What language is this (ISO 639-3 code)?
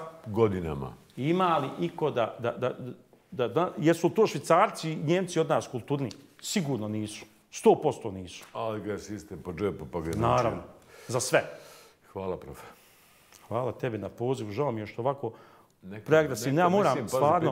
bos